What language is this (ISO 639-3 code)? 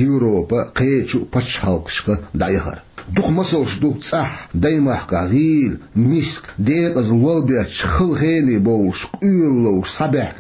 che